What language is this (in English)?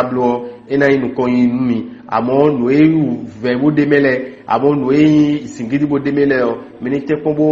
Fon